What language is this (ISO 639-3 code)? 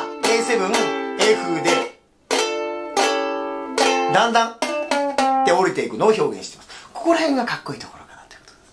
jpn